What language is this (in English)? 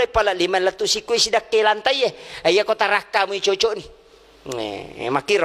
Buginese